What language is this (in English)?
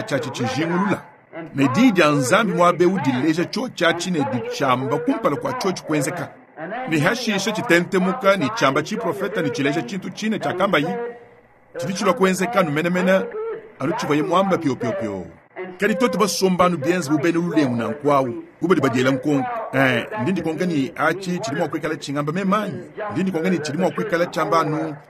Luba-Lulua